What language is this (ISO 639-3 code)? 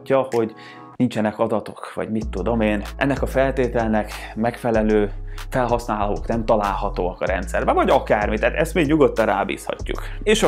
hun